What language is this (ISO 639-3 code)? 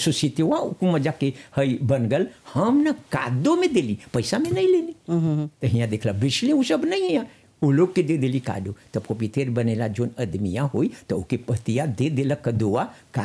bho